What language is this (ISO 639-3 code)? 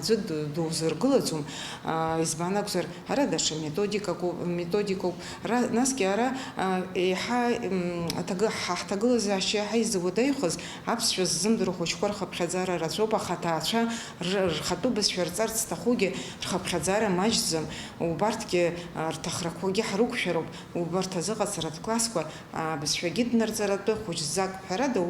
abk